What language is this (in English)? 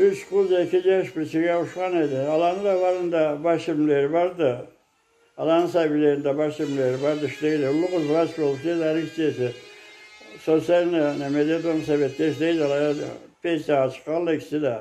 Karachay-Balkar